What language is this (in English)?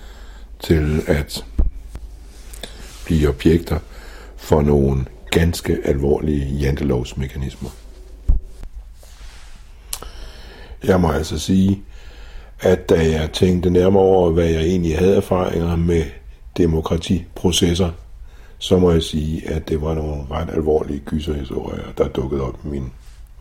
Danish